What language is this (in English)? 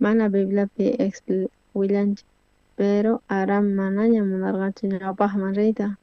South Bolivian Quechua